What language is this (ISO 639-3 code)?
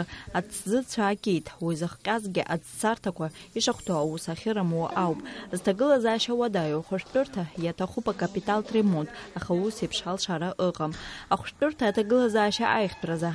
abk